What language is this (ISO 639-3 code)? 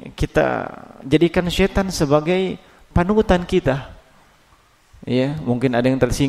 ind